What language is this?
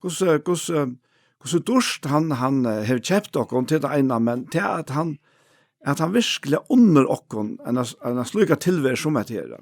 Faroese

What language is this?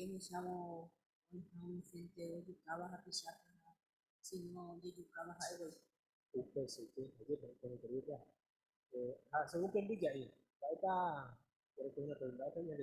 Guarani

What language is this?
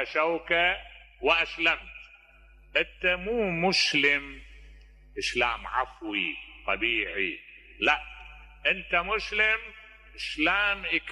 Mesopotamian Arabic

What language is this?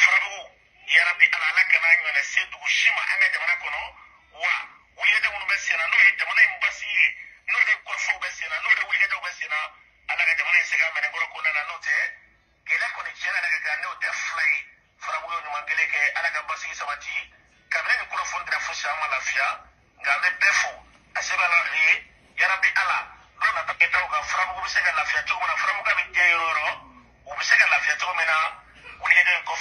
Bambara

